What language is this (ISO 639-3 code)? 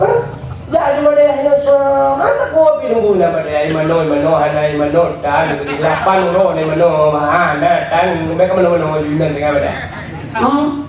ace